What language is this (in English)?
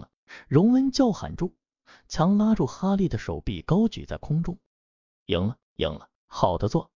Chinese